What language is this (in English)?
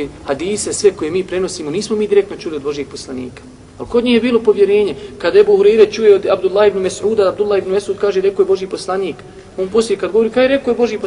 Bosnian